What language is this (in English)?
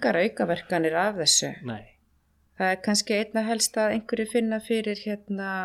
Icelandic